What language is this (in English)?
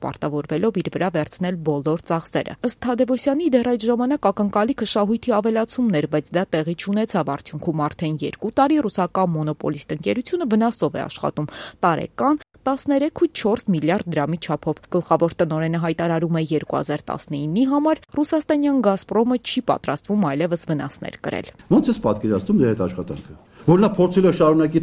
Armenian